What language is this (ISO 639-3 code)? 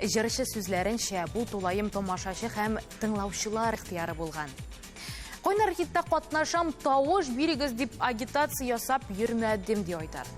tat